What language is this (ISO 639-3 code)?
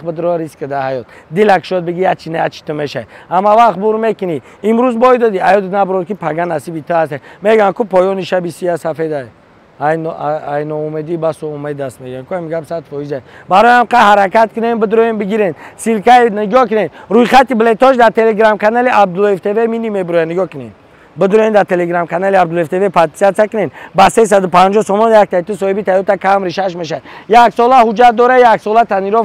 tgk